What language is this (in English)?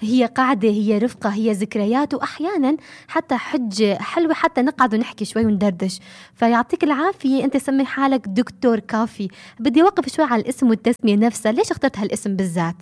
North Levantine Arabic